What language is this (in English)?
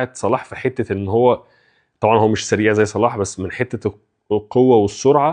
Egyptian Arabic